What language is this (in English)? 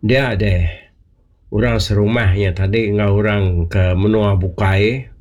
Iban